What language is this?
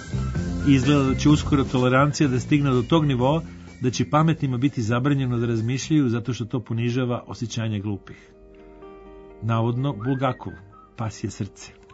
Serbian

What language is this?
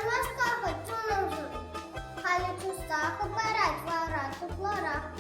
Chuvash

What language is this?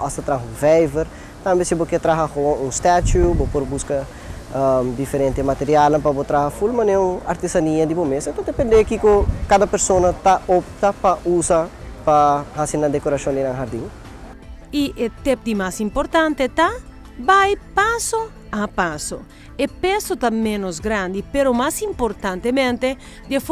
Papiamento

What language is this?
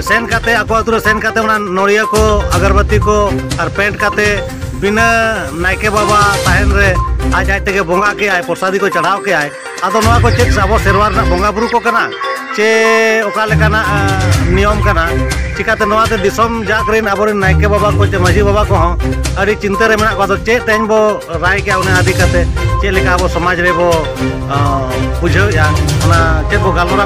Santali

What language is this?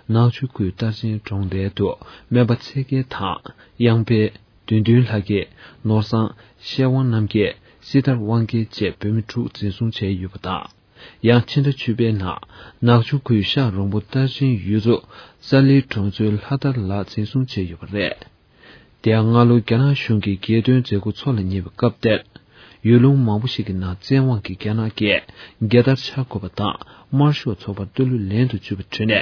Tibetan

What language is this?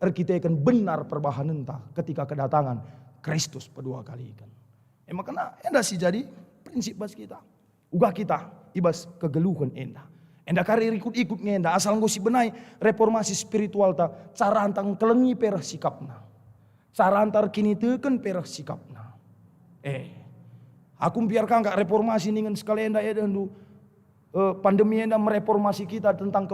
Batak Karo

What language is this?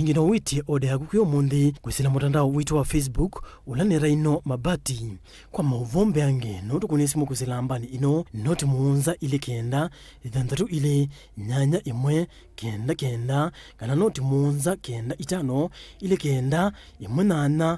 Kamba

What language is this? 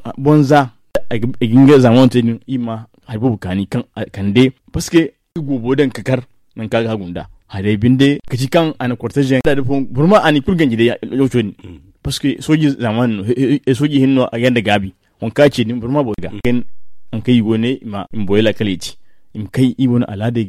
Zarma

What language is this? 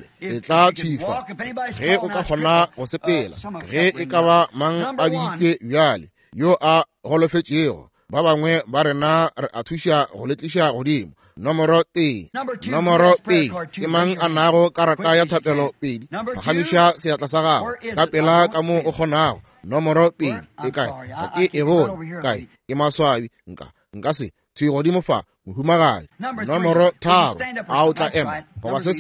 Northern Sotho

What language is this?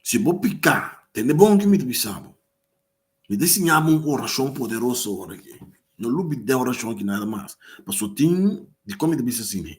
Papiamento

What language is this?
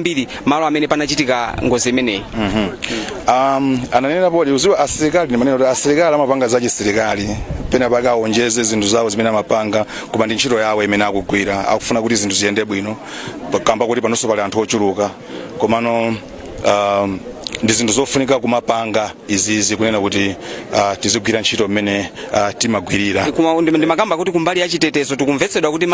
Nyanja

